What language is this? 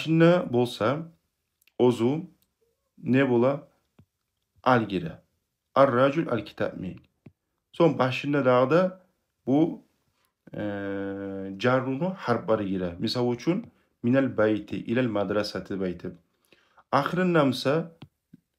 Kumyk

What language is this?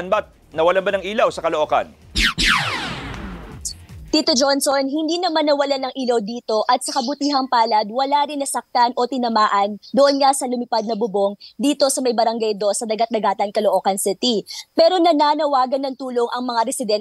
Filipino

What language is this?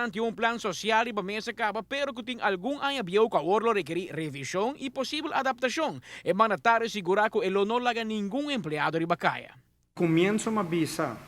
Papiamento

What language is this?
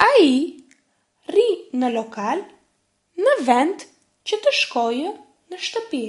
Albanian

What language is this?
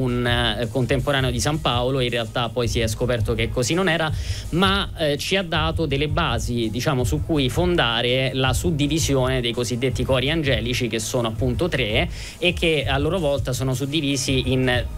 Italian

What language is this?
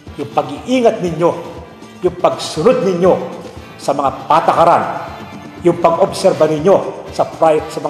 Filipino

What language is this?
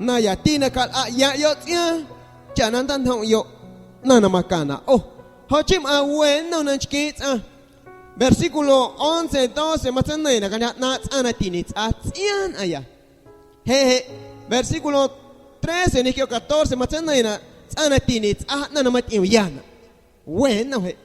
Guerrero Amuzgo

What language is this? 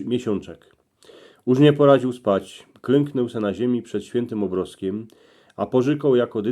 Silesian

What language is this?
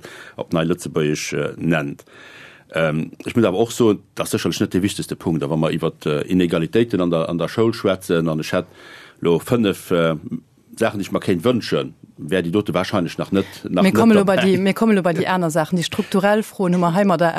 Luxembourgish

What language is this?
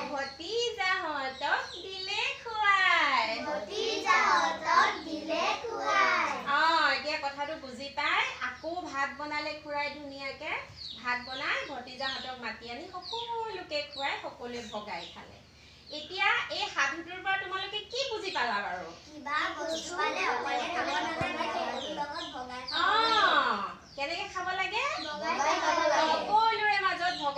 Assamese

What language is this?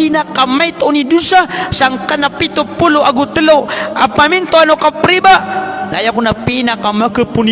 Maranao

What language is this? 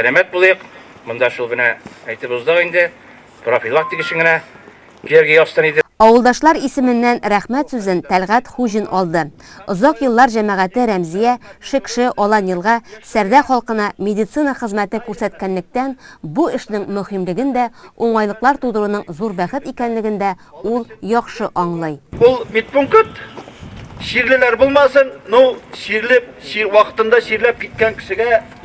Tatar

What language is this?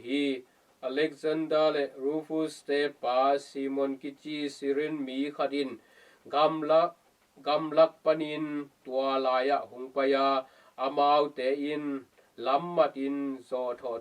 Tedim Chin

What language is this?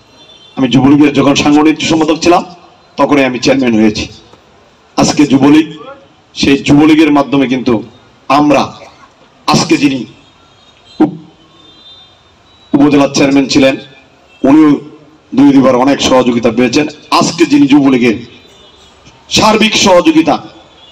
Bangla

